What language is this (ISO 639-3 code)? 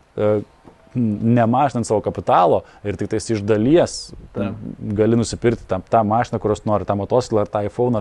lit